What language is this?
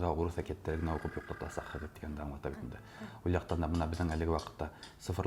Bashkir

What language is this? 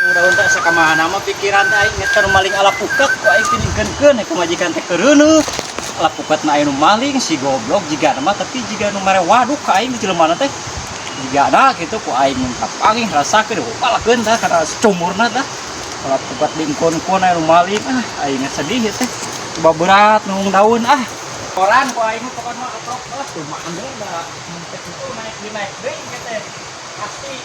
Sundanese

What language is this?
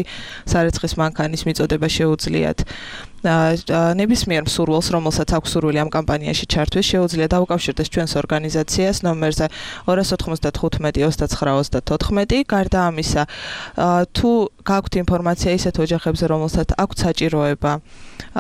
Georgian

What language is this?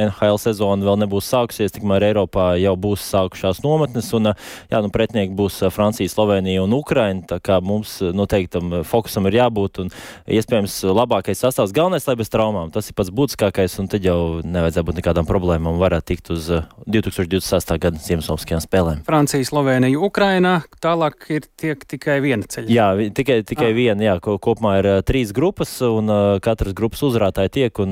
Latvian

